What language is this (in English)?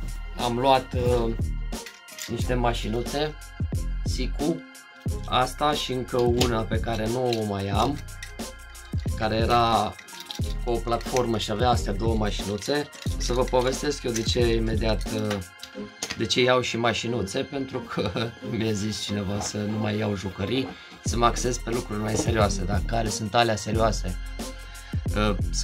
Romanian